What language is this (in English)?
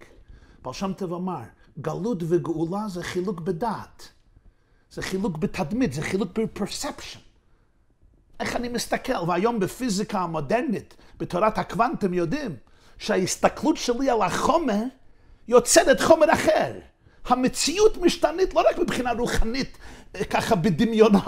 Hebrew